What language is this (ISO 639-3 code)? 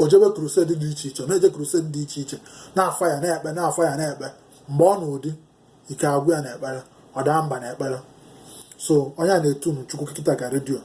ibo